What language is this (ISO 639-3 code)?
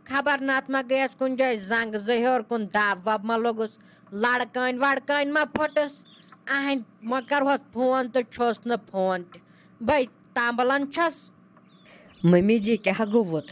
kas